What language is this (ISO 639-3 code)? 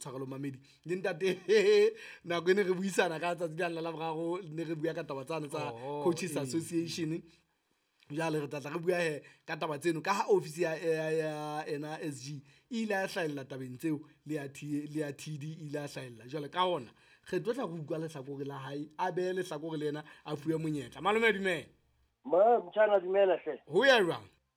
sot